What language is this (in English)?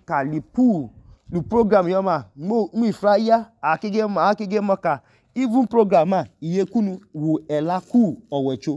Idoma